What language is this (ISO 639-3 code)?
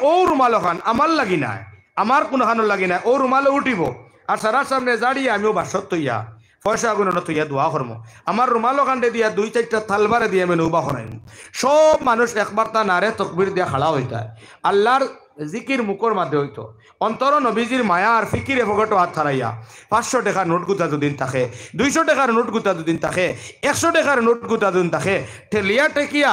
syl